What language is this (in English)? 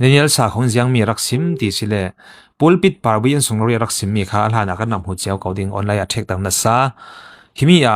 Falam Chin